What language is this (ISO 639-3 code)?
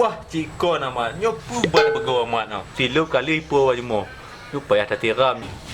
ace